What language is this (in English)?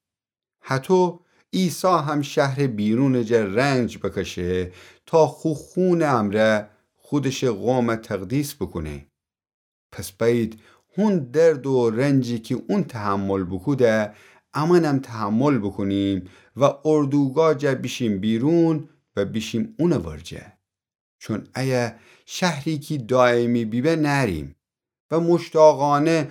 Gilaki